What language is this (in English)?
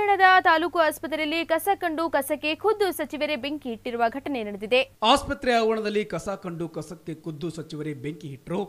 Kannada